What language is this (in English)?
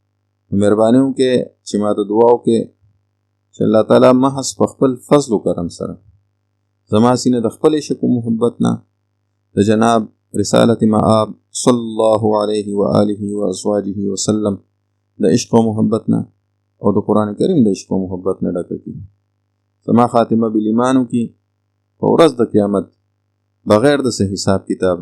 Pashto